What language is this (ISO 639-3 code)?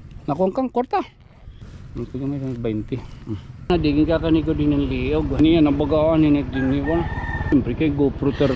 war